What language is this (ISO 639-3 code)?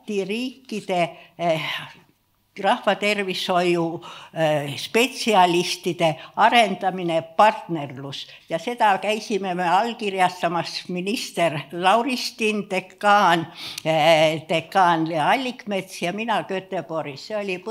est